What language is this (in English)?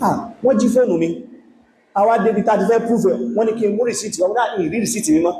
Yoruba